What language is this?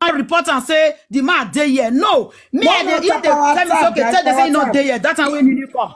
Nigerian Pidgin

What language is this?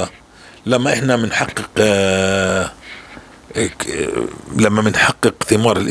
North Levantine Arabic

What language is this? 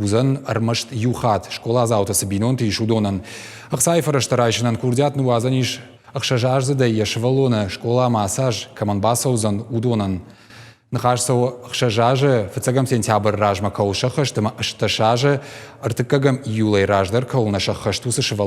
Ossetic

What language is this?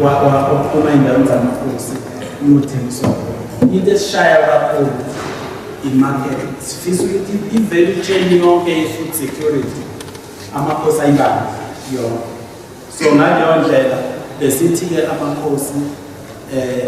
Zulu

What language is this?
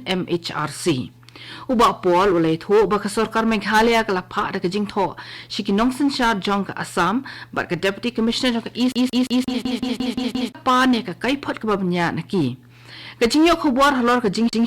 Khasi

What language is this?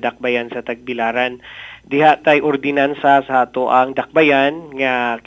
Cebuano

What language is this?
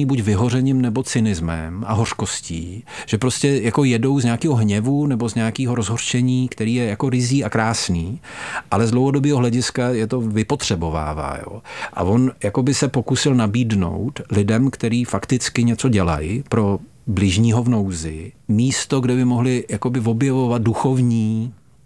Czech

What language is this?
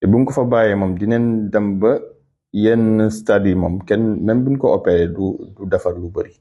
Wolof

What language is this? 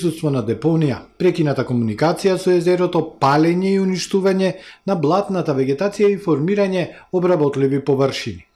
Macedonian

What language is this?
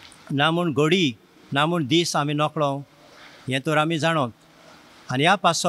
Konkani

